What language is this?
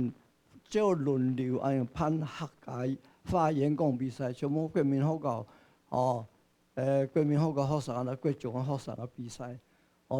Hakka Chinese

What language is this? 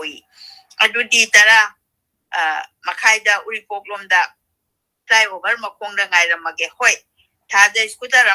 Manipuri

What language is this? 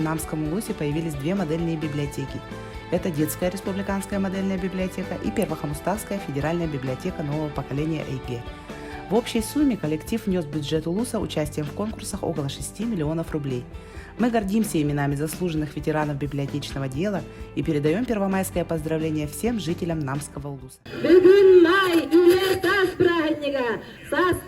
Yakut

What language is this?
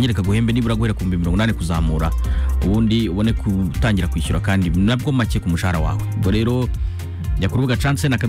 Kinyarwanda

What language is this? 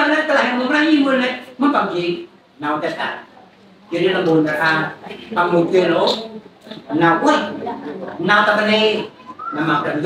Central Mnong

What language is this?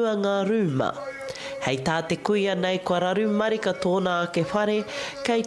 Māori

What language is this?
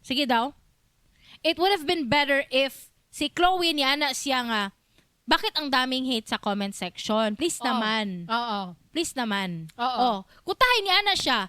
Cebuano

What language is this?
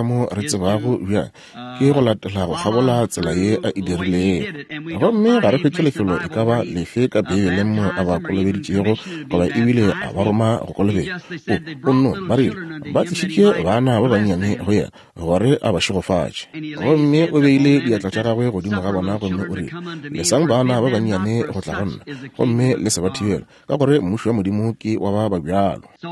Northern Sotho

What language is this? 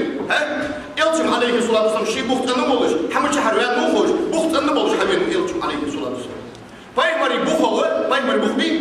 Ingush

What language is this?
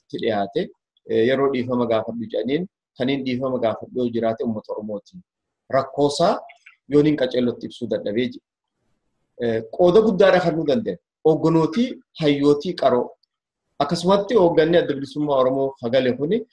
Oromo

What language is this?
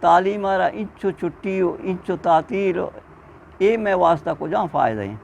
Eastern Balochi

